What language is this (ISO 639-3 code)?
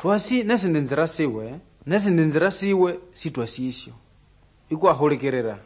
nnb